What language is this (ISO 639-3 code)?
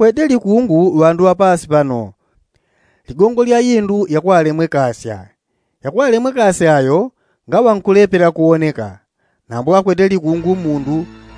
yao